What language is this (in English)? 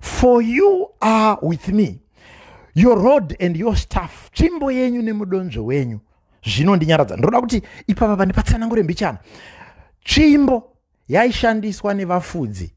Shona